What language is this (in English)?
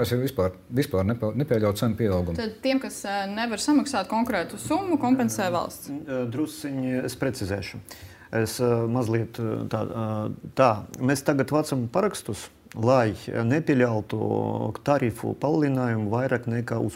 Latvian